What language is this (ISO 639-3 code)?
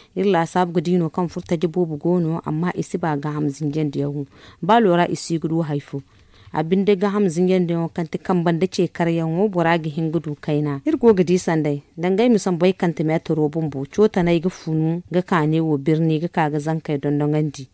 dje